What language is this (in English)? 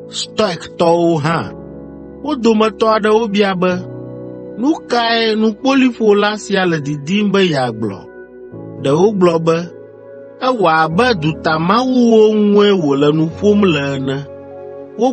Ewe